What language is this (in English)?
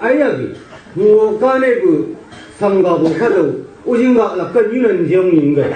Chang Naga